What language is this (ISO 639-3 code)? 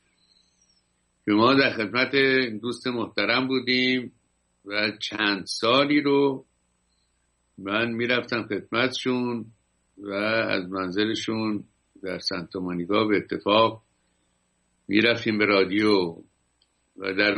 fas